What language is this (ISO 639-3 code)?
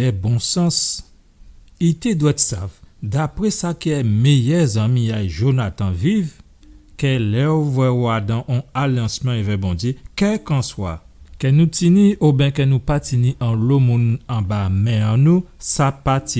gcf